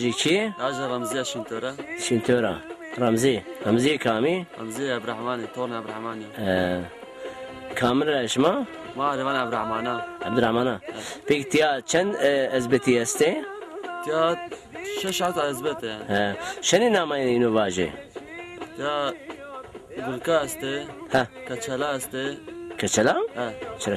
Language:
Zaza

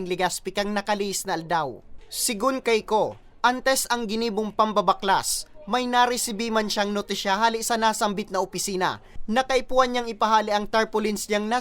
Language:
Bikol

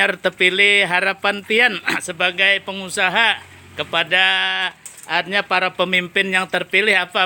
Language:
Banjar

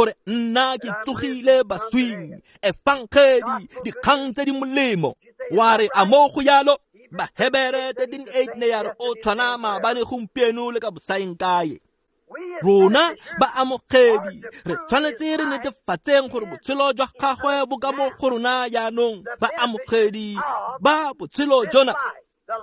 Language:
Tswana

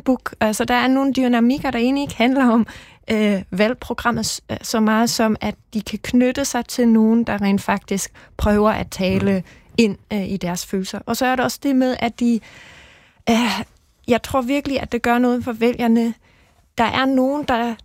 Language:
Danish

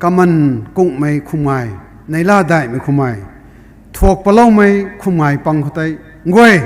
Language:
Rongmei Naga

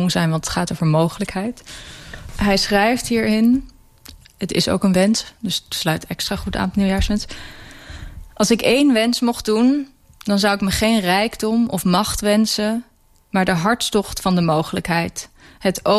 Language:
Dutch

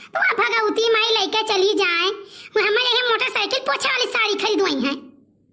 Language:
Awadhi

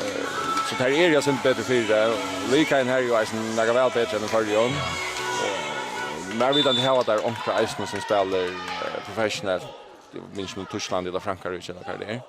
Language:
Faroese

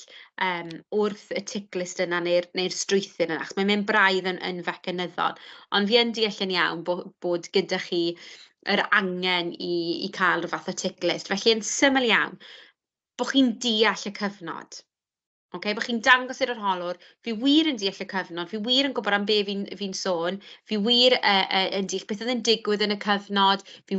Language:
Welsh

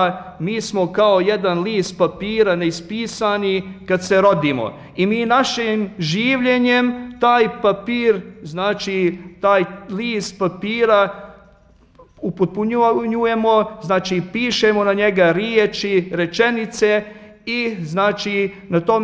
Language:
Bosnian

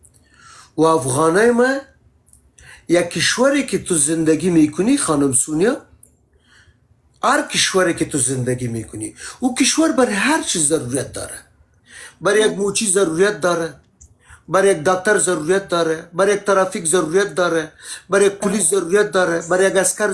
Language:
Persian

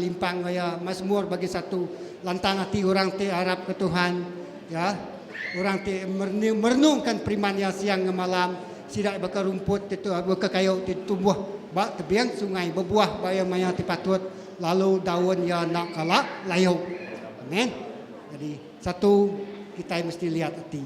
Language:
Iban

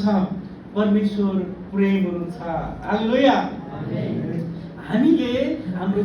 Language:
Nepali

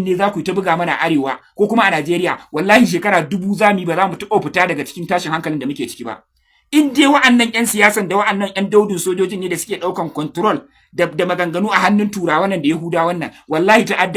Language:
Hausa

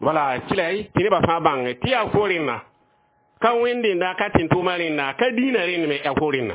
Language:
Mossi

